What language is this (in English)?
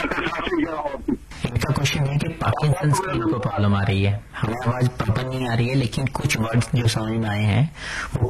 Hindi